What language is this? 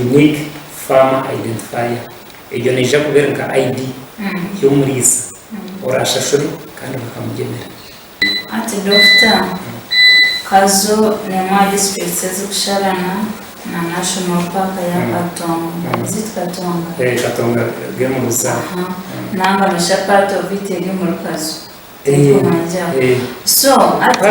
Nyankole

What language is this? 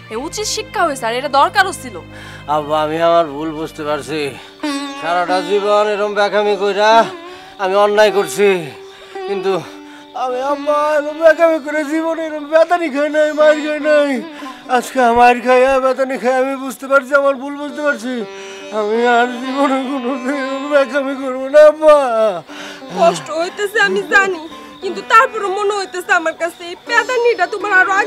Bangla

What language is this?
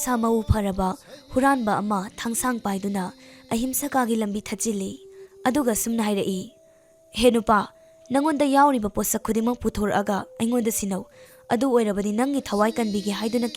Manipuri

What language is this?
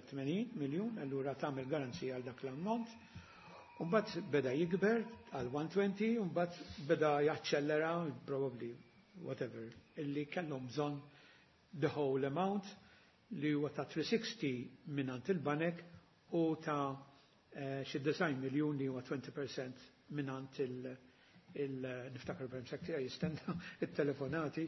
Maltese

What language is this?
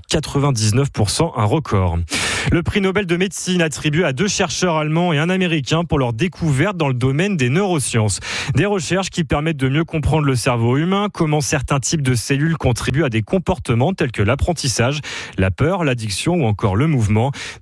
French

